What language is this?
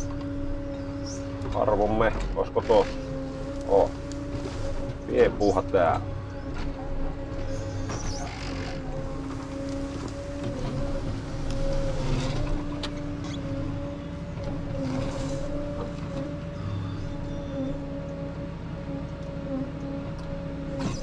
Finnish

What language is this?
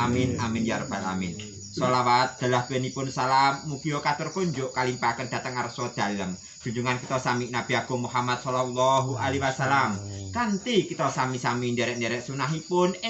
Javanese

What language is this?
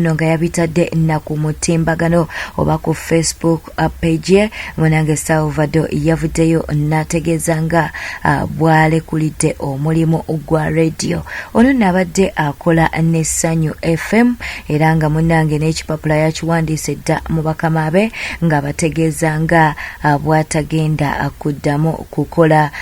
Ganda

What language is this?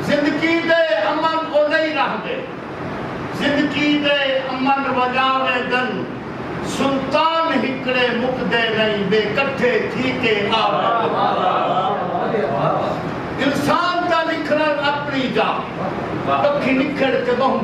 Saraiki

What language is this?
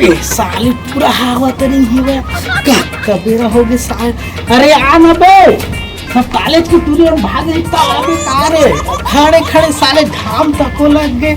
Chhattisgarhi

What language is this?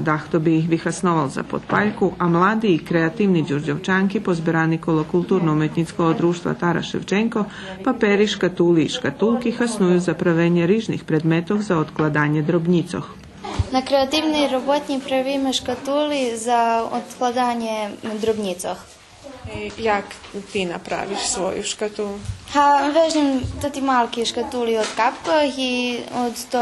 Rusyn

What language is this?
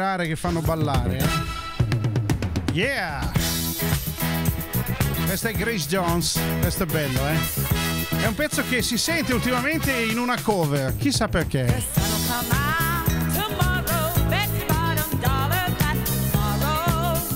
Italian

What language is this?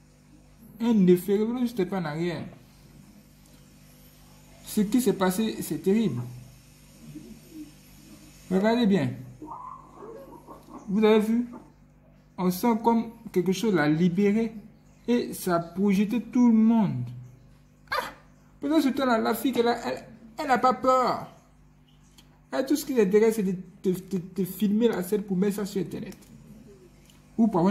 French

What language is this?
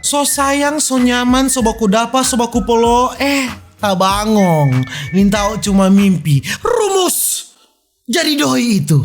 Manado Malay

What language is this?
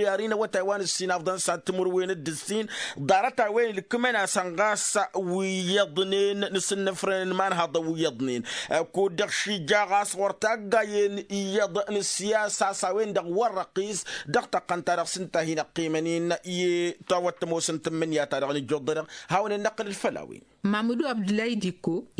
Tamasheq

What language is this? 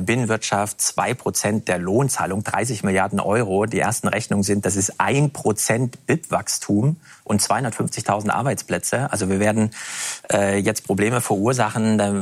German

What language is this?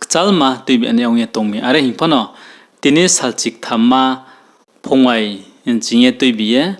Riang (India)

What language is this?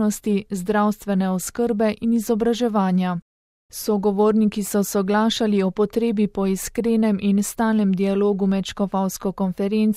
Slovenian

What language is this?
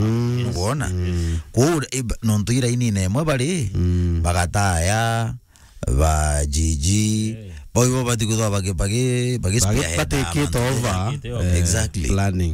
Meru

